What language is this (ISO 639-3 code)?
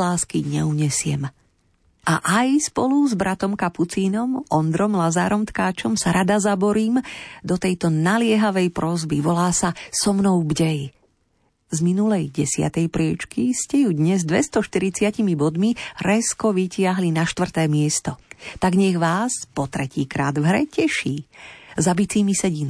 slk